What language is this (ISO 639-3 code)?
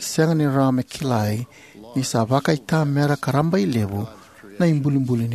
fij